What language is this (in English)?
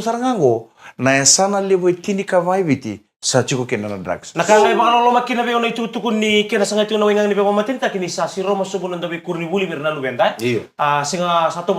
Fijian